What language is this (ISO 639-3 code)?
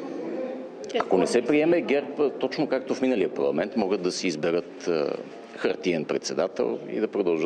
bul